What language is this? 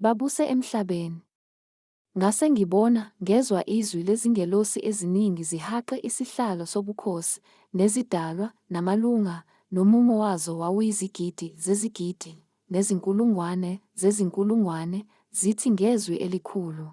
Zulu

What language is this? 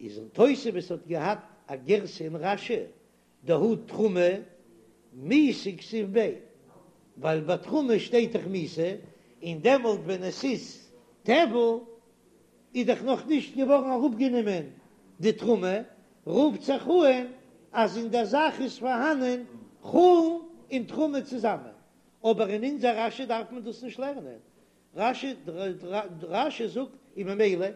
Yiddish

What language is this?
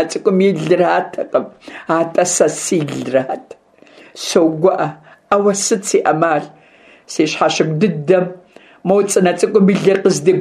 Kabardian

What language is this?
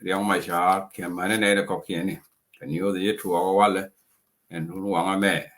Nuer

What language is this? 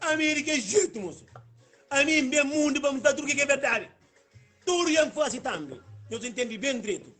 Kabuverdianu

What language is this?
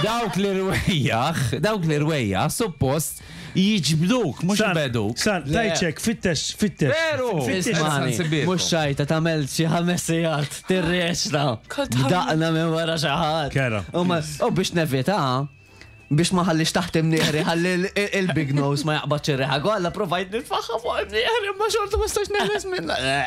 Maltese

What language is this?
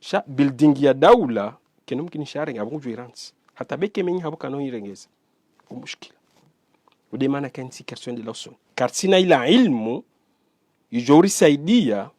Ngazidja Comorian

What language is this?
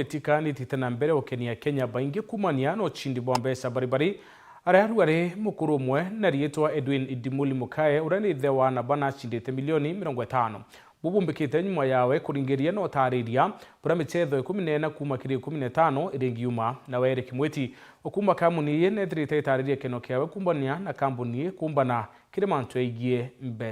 Meru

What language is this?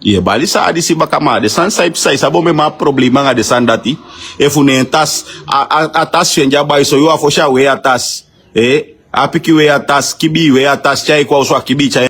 Sranan Tongo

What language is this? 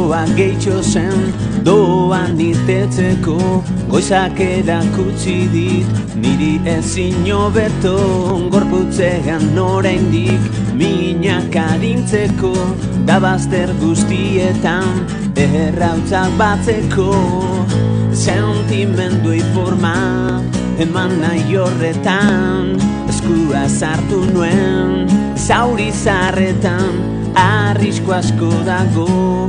Basque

